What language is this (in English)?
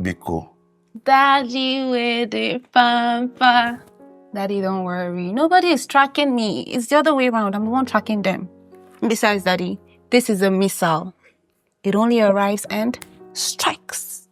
Nigerian Pidgin